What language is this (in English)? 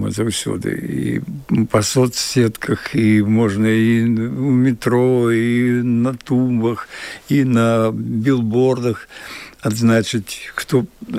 Belarusian